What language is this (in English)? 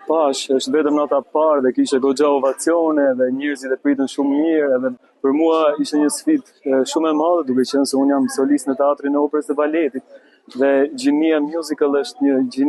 Albanian